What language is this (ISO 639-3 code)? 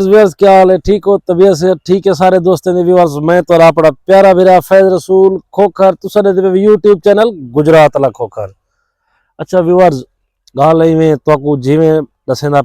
skr